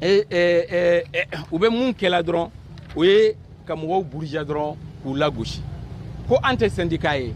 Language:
Bambara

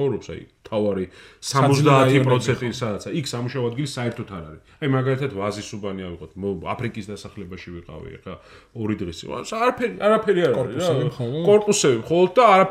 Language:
Georgian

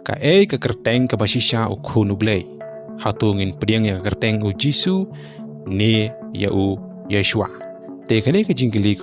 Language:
Khasi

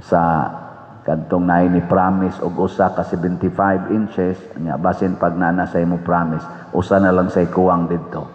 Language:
Cebuano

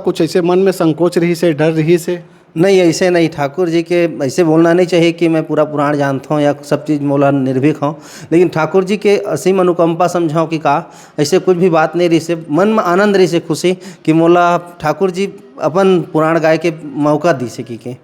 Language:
Chhattisgarhi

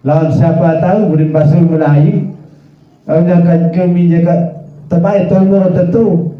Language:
Sasak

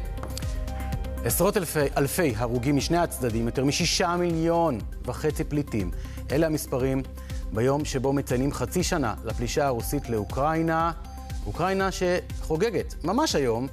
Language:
Hebrew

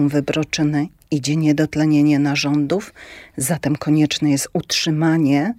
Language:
Polish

